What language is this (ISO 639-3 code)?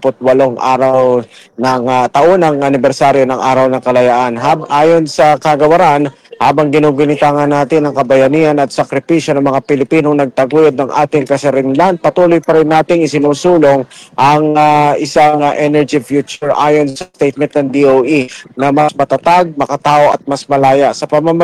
fil